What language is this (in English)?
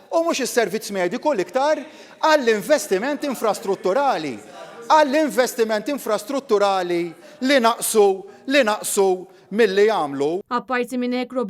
Maltese